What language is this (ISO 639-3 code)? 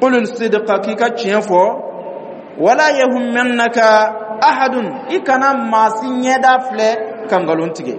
dyu